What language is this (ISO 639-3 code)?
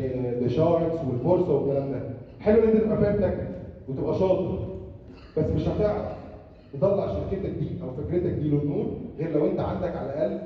arz